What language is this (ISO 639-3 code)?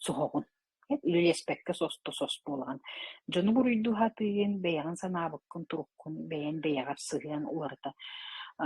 sah